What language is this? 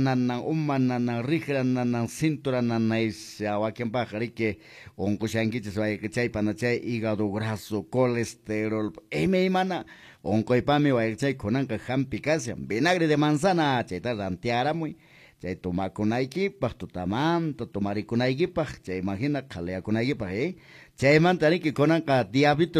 Quechua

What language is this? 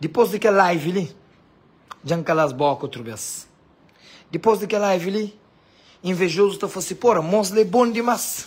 Kabuverdianu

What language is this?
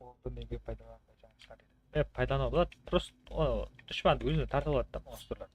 Kara-Kalpak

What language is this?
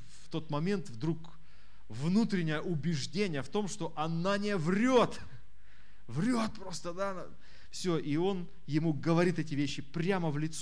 Russian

